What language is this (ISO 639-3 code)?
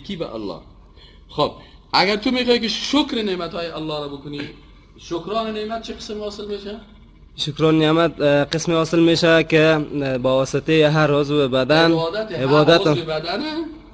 fas